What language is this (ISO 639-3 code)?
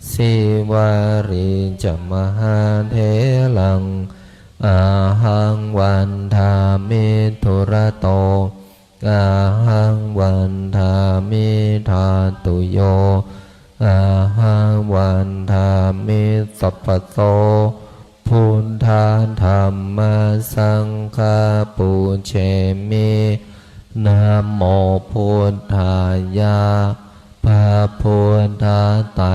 pli